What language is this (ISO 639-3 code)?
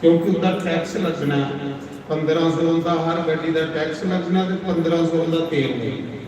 doi